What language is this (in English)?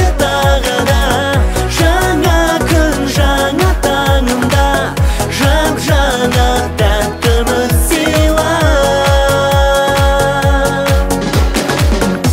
Kazakh